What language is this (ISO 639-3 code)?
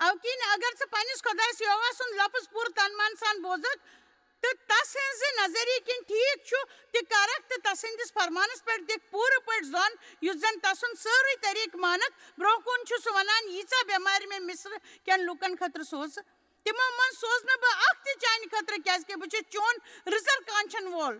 kas